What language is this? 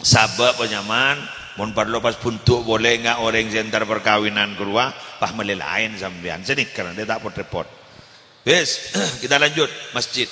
Madurese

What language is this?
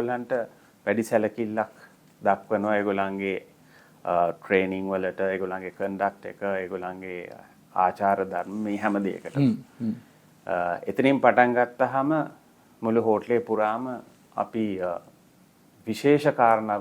Sinhala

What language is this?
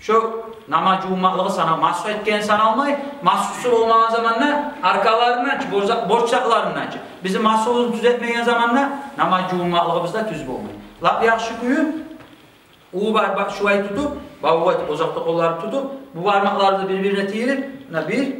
Kumyk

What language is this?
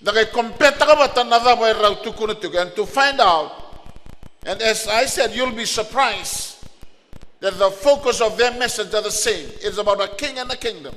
Fijian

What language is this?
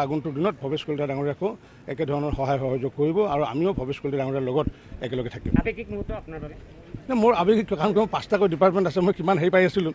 Assamese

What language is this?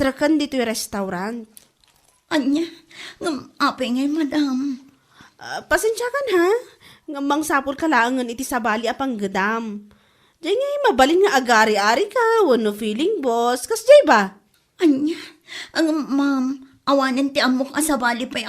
Iloko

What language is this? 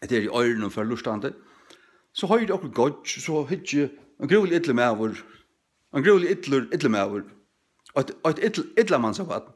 Faroese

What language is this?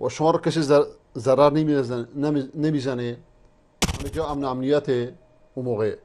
Persian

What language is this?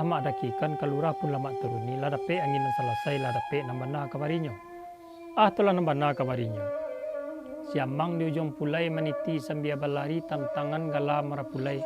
Minangkabau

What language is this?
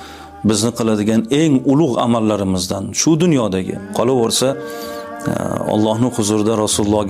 Uzbek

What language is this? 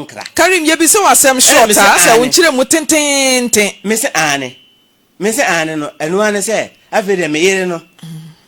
Akan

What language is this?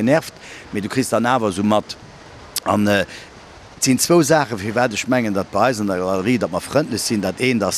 Luxembourgish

